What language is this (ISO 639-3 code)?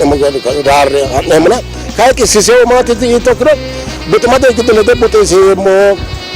sid